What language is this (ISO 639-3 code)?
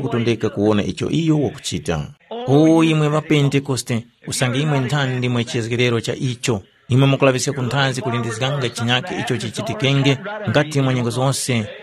tum